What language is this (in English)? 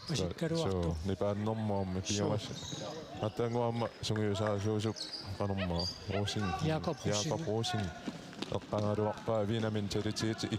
Kalaallisut